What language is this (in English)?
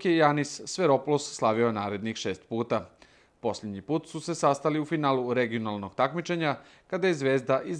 Serbian